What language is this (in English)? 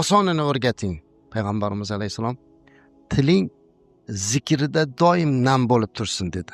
Uzbek